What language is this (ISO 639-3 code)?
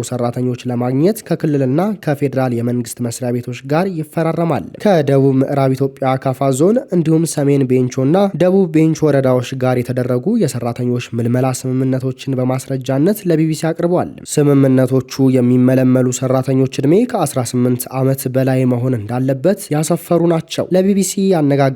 amh